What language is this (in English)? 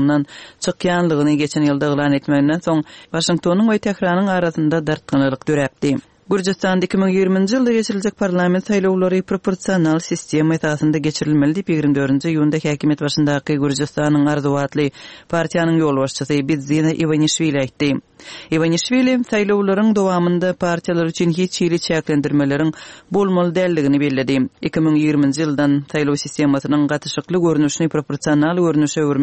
Turkmen